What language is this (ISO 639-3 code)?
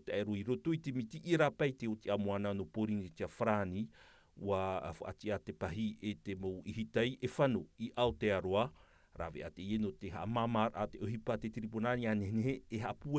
tah